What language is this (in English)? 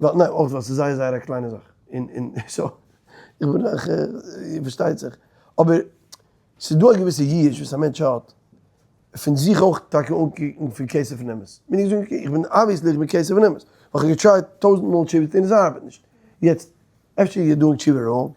Yiddish